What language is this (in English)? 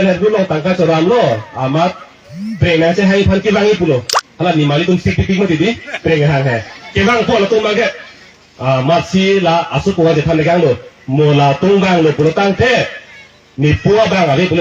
Karbi